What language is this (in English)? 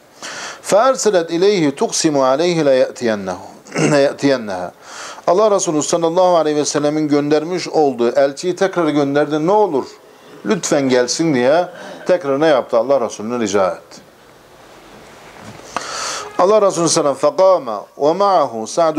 Turkish